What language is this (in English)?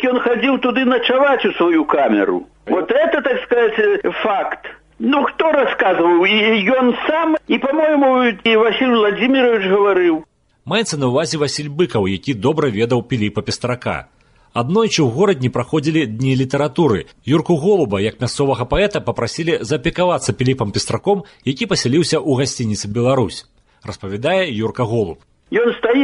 Belarusian